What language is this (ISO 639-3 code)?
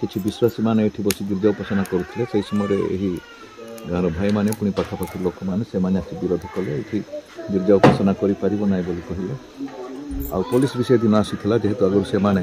ori